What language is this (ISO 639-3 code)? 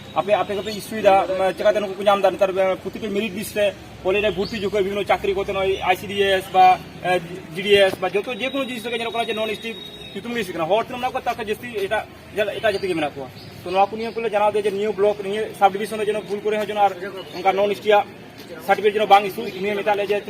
sat